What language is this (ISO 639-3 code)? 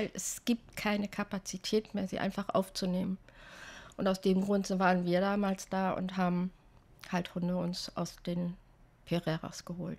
deu